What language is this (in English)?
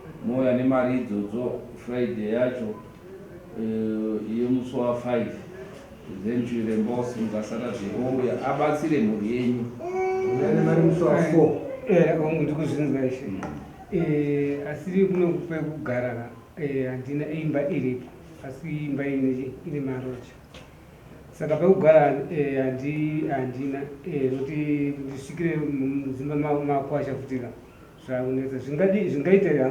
Shona